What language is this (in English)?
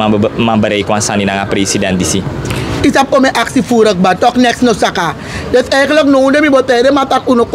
Sranan Tongo